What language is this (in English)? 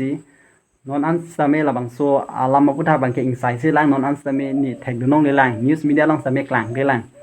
Karbi